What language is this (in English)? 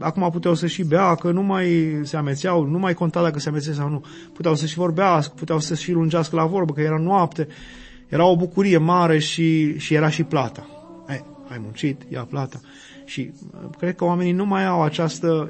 Romanian